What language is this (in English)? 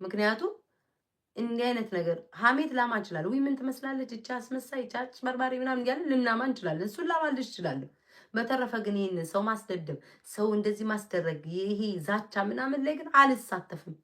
Amharic